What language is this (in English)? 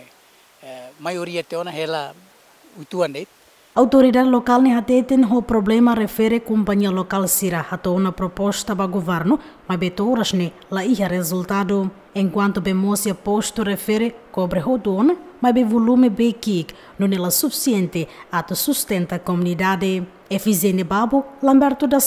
Tetum